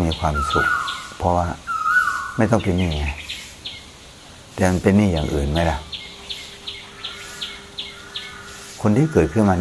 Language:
Thai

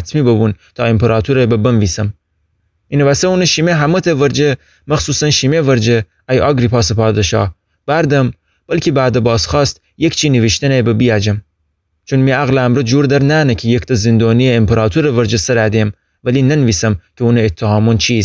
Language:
Gilaki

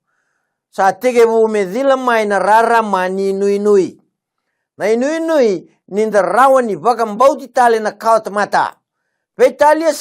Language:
Fijian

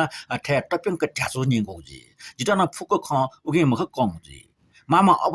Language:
Newari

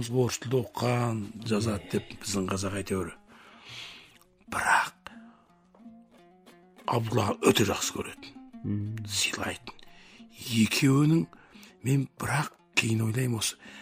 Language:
Kazakh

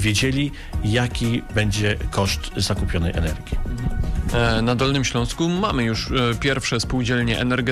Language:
Polish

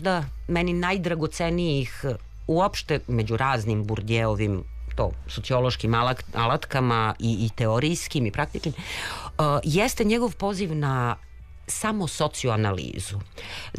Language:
Serbian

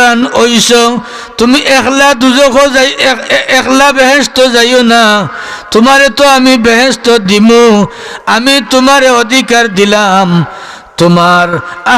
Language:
Sylheti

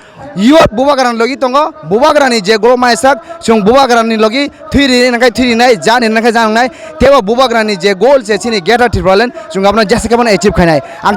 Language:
Kok Borok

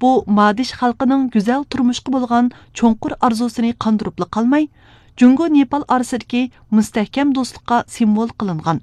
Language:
Uyghur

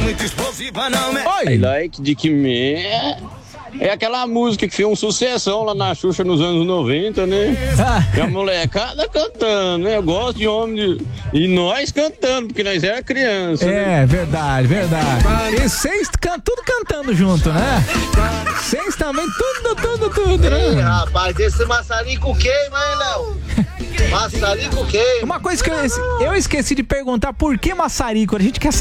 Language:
Portuguese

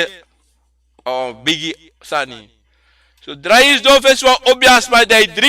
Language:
Sranan Tongo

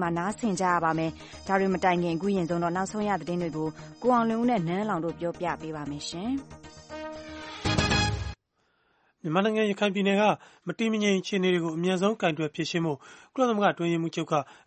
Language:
Burmese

